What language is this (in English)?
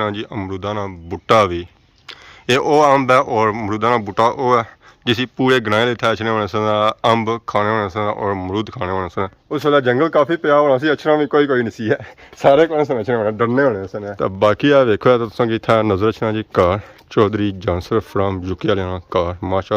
Pahari-Potwari